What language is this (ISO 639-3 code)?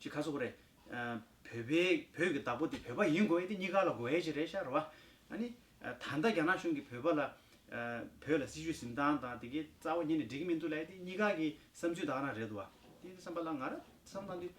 bod